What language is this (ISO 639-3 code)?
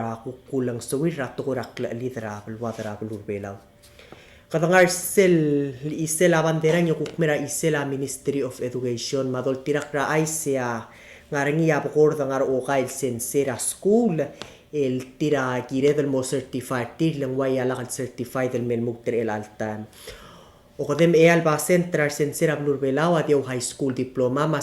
pau